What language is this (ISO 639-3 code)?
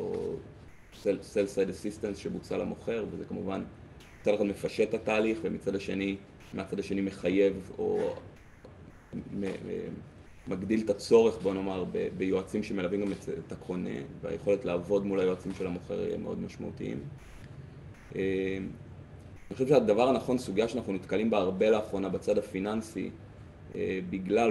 heb